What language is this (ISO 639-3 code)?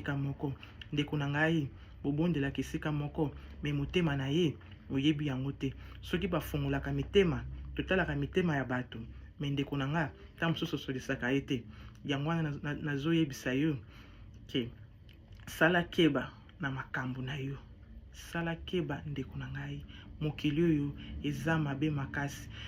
lin